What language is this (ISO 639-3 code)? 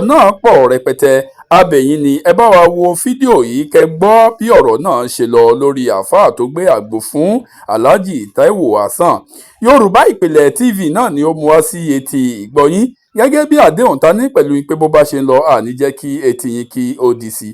yor